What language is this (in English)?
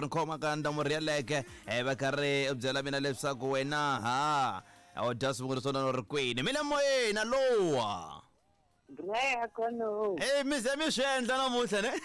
Tsonga